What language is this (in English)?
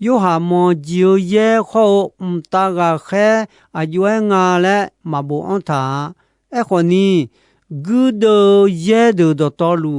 Akha